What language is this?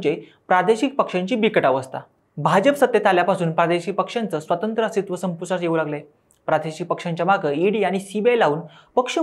Marathi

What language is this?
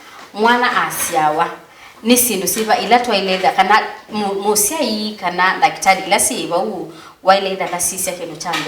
Kamba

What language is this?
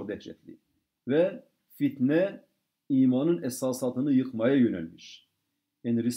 Turkish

